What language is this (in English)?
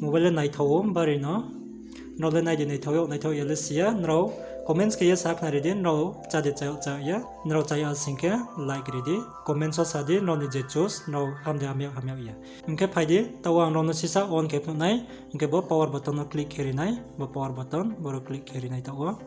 Riang (India)